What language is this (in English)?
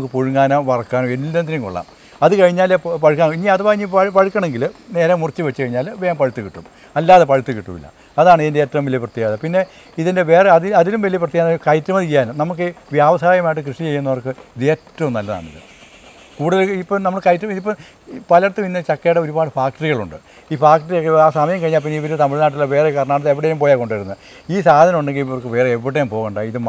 Malayalam